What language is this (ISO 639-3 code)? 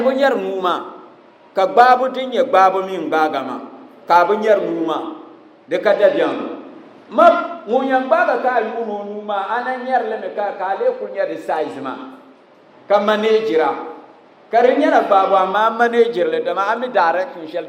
dag